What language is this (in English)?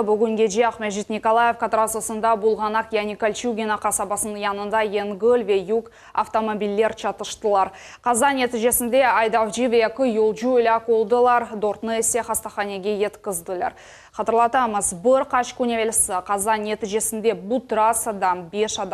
Crimean Tatar